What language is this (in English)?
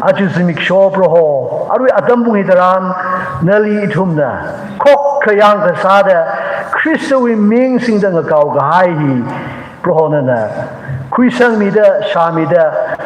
Tangkhul Naga (India)